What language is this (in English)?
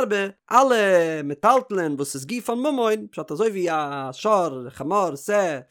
Yiddish